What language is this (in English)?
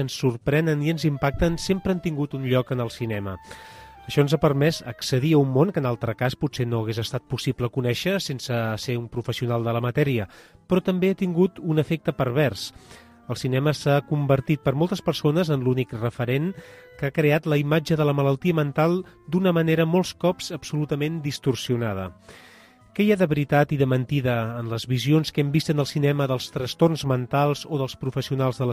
Catalan